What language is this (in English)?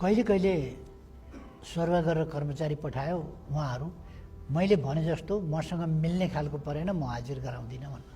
Nepali